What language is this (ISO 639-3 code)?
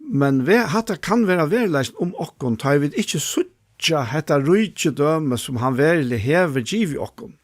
fao